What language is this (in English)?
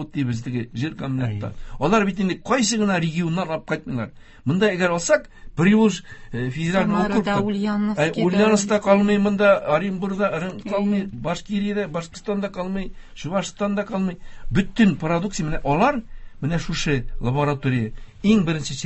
Tatar